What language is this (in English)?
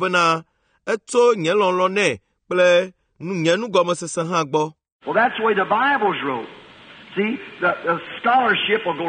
Ewe